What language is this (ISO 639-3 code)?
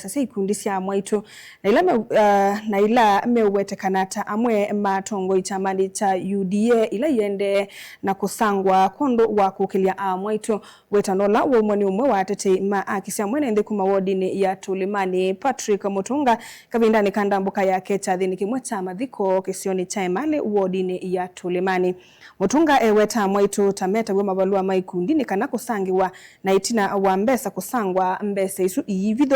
kam